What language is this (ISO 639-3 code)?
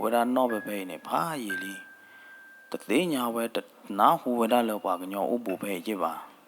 ksw